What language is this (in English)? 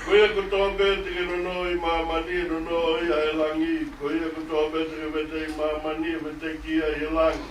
Tongan